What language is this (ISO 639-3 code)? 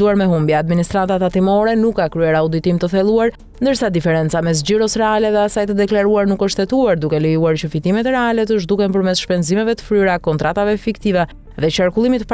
sqi